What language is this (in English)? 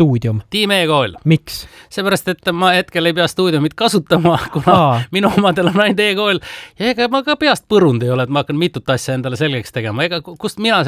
Estonian